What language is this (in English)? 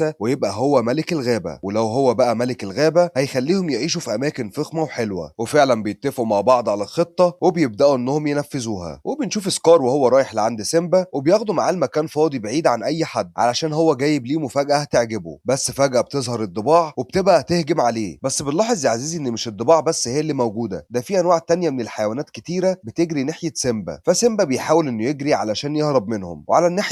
Egyptian Arabic